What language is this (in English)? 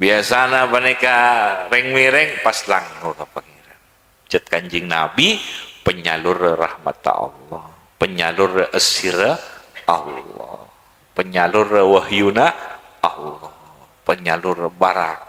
Madurese